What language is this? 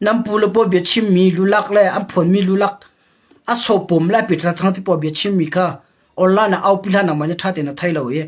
Hakha Chin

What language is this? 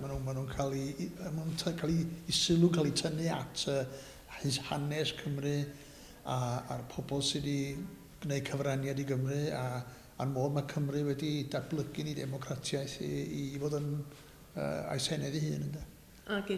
Welsh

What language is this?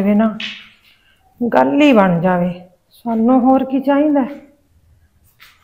Punjabi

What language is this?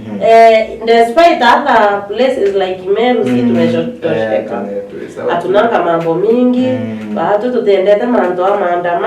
Meru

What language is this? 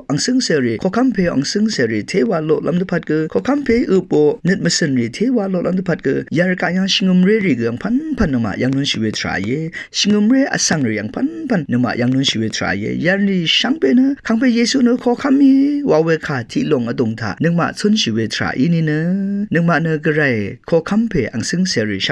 Rawang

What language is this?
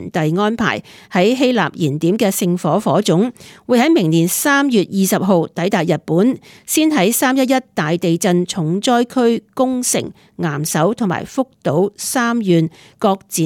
Cantonese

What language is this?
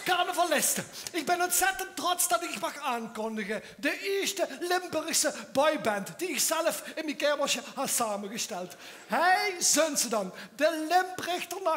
Limburgish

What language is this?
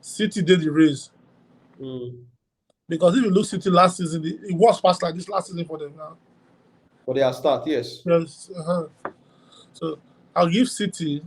Nigerian Pidgin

